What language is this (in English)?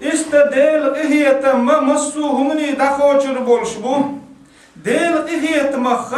Chechen